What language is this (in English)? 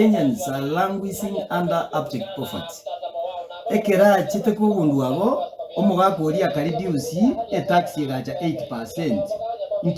Gusii